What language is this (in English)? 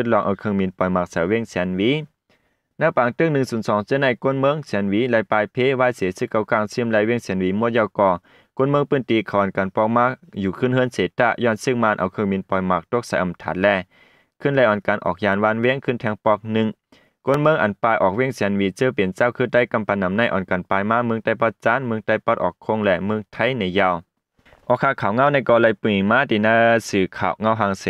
Shan